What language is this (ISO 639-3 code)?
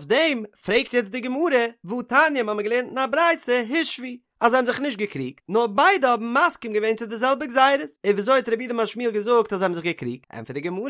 yid